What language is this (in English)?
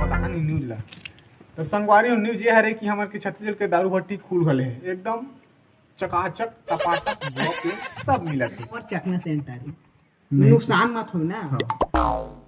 Chhattisgarhi